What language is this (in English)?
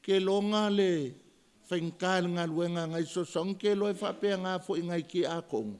Samoan